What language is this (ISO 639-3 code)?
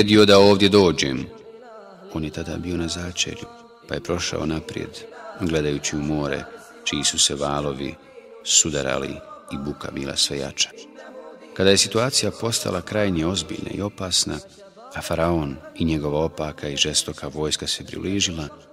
bos